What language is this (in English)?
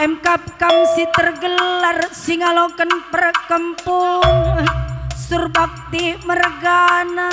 Batak Karo